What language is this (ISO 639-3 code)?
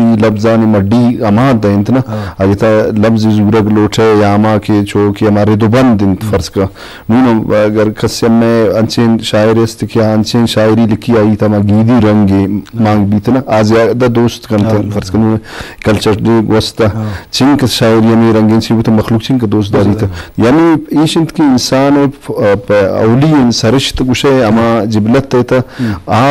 bgp